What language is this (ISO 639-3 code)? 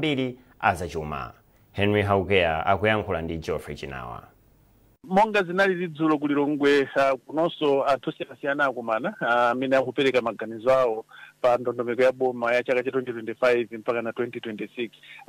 nya